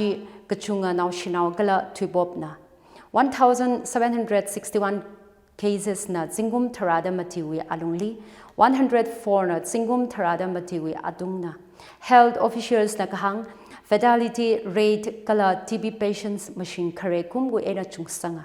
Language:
Tangkhul Naga (India)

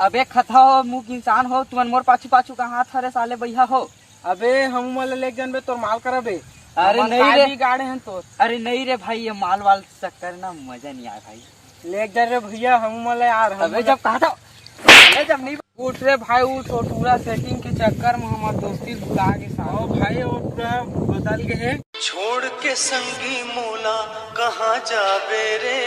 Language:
Chhattisgarhi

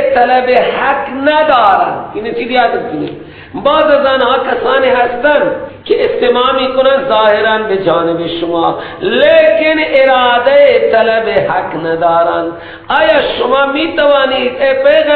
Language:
Persian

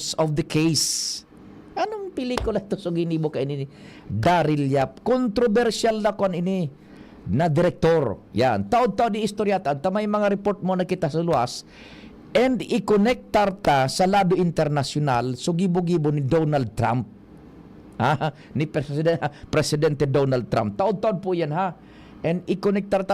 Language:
Bikol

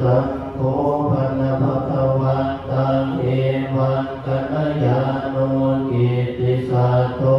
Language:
Pali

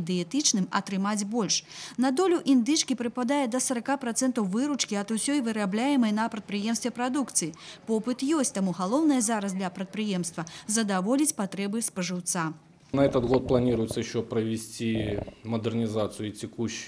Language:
Belarusian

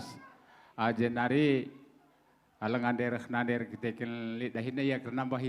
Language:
Batak Karo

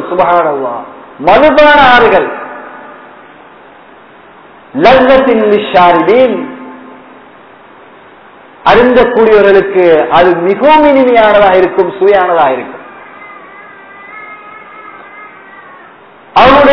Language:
Tamil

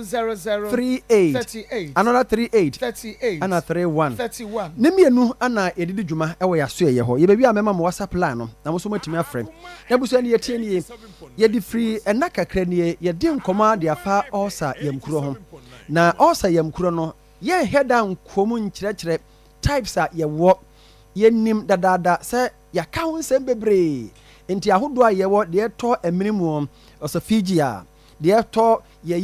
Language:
Akan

